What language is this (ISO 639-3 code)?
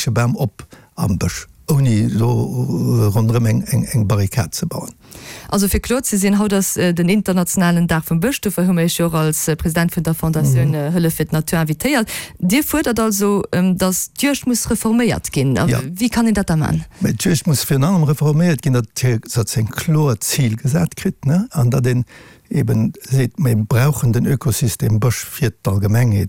ltz